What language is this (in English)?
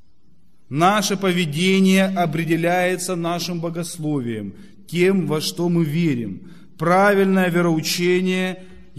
Russian